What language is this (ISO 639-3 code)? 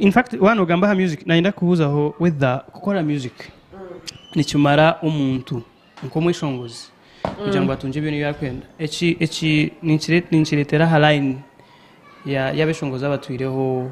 nyn